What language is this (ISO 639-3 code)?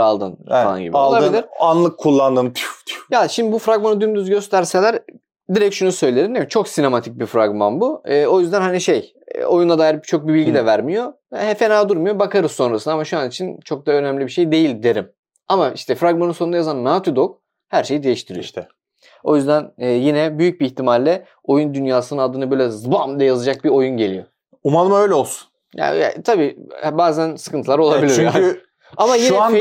tur